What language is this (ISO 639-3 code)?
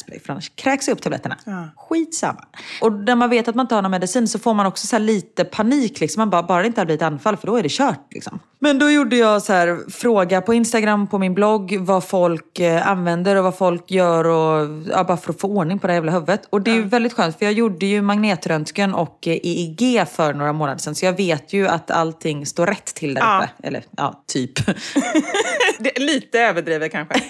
swe